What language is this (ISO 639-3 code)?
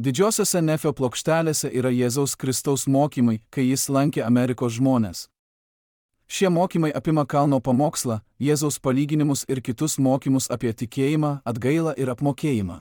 lit